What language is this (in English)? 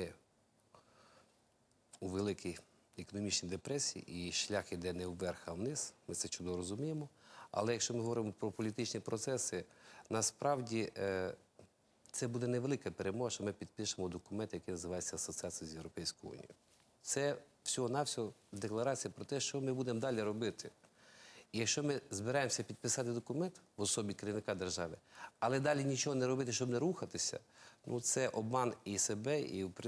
Ukrainian